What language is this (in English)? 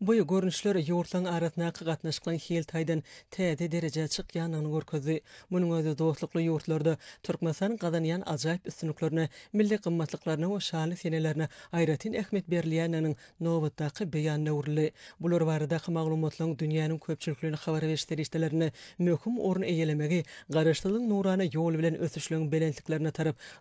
Turkmen